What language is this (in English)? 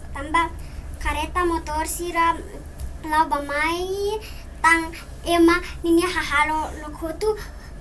Tetum